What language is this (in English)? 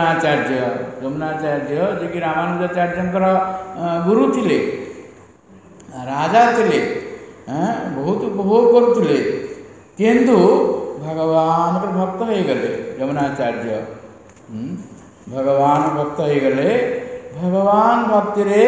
Odia